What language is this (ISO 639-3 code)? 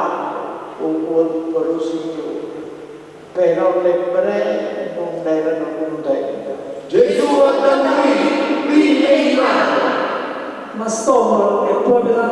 nap